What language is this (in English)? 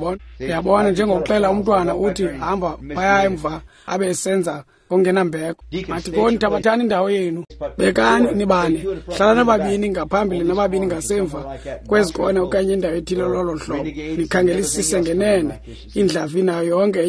Xhosa